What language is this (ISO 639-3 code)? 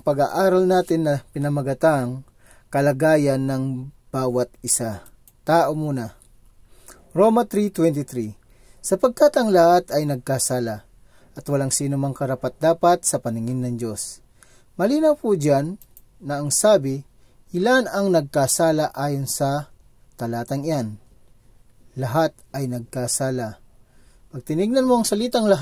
fil